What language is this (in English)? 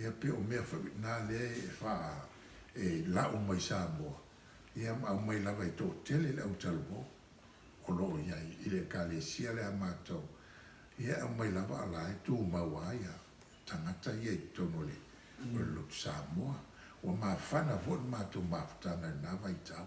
Samoan